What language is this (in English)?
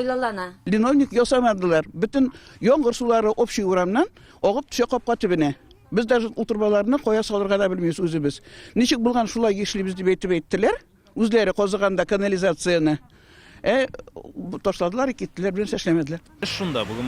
Tatar